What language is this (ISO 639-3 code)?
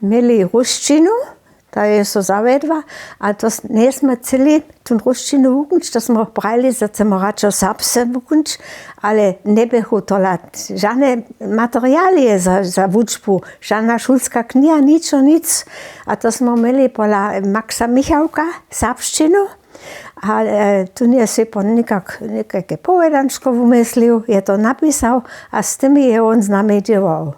hsb